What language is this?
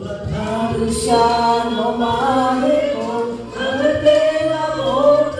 Lahu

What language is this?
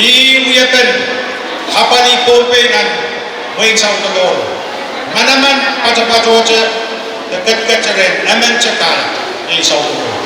Pohnpeian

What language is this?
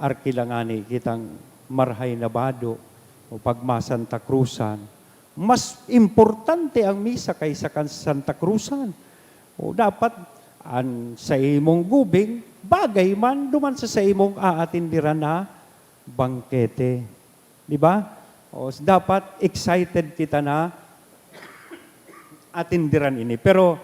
Bikol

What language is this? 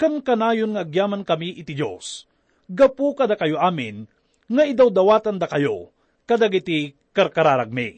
Iloko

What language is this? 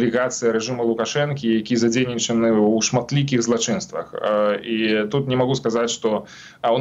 Belarusian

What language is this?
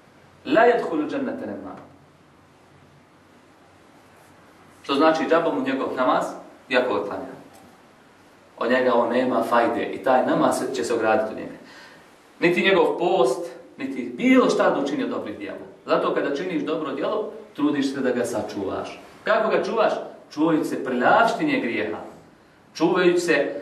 Bosnian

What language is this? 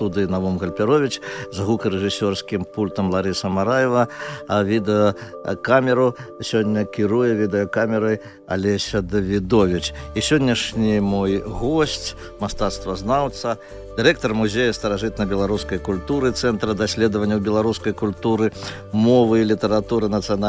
Belarusian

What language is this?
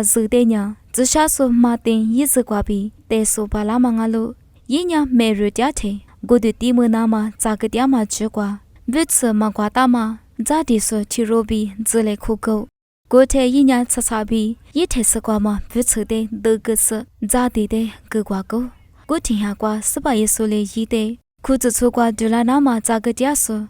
Lisu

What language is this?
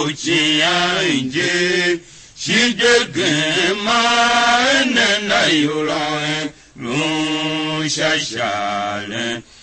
Tiv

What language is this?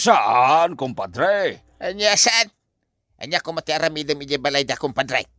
Iloko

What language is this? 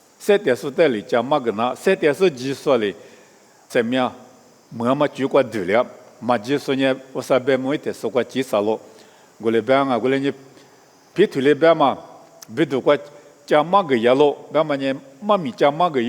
Lisu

